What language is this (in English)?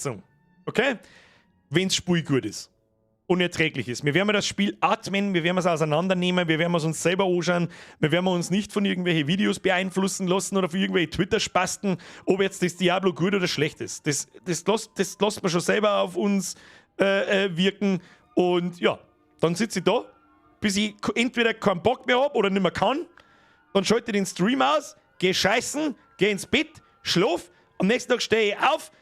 Bavarian